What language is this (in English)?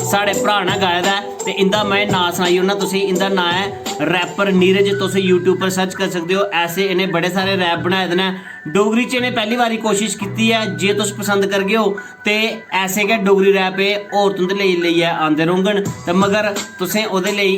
Dogri